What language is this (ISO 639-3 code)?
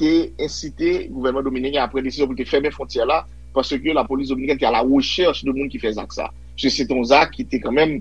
hat